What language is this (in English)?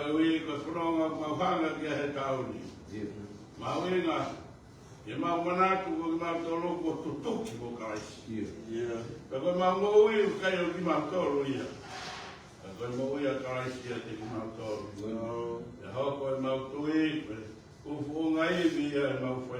Tongan